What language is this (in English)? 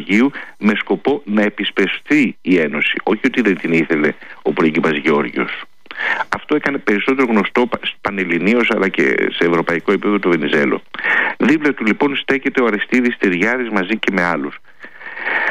Greek